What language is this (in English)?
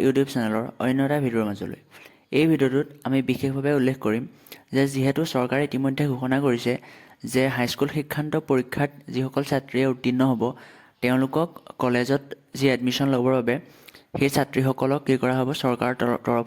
Assamese